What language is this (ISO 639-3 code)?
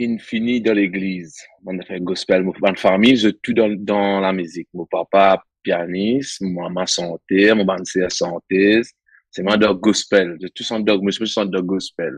mfe